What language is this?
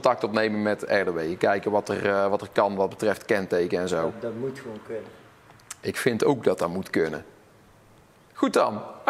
Dutch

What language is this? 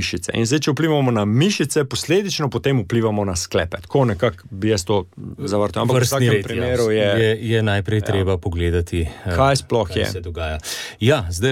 Slovenian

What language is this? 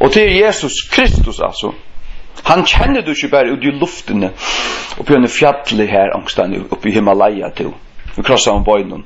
Faroese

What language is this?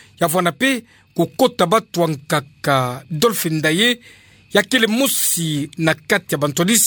Kituba (Democratic Republic of Congo)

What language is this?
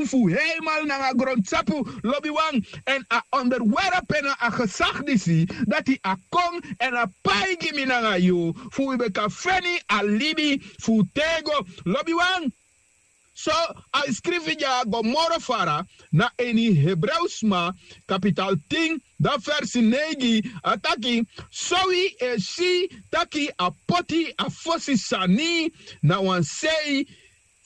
Sranan Tongo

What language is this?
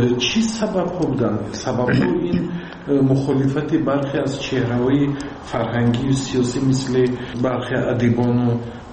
Persian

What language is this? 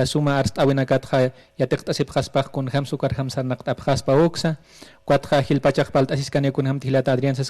Aymara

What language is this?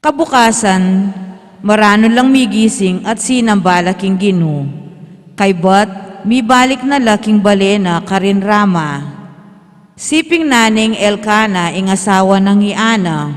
Pampanga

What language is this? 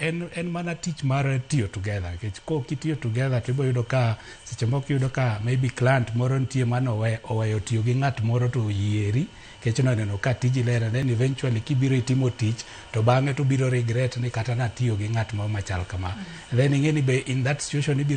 Luo (Kenya and Tanzania)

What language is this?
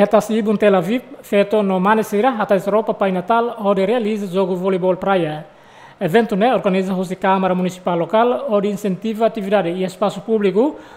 Tetum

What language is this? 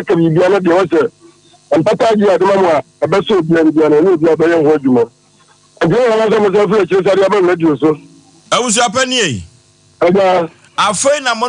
Akan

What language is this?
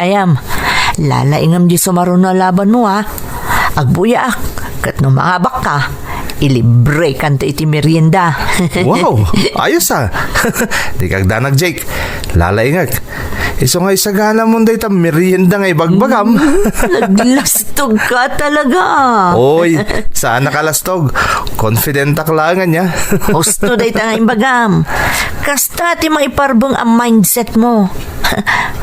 Iloko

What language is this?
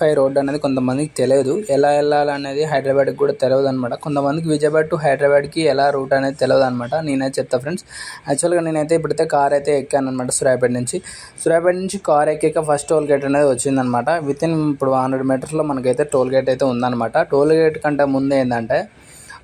Telugu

